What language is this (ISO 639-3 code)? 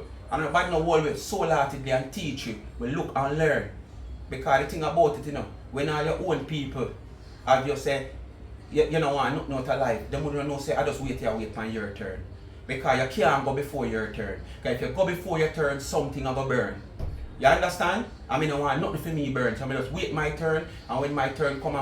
jam